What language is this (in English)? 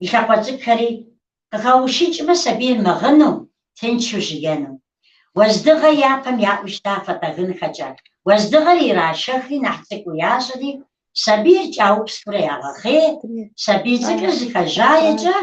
Kabardian